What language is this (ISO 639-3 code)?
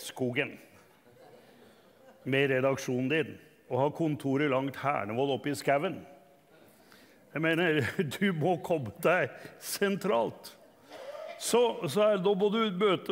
nor